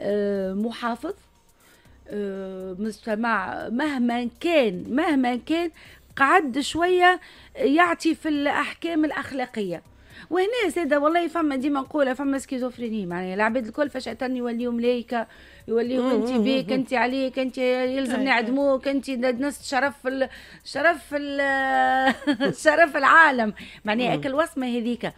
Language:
Tunisian Arabic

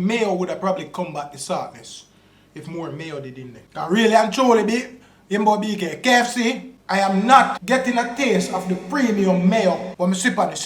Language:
Jamaican Creole English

